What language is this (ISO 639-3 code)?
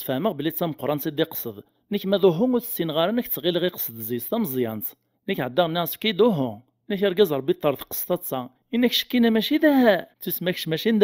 kab